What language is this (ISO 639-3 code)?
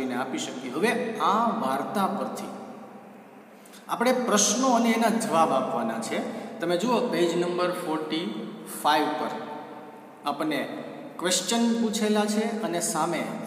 guj